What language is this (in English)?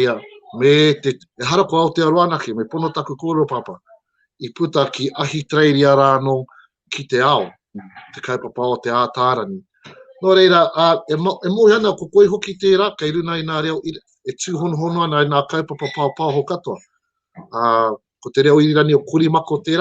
Māori